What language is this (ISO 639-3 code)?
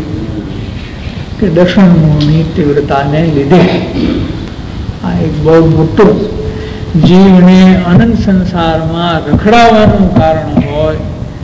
guj